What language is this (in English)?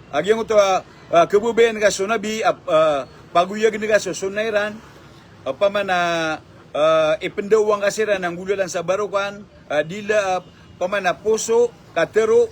Maranao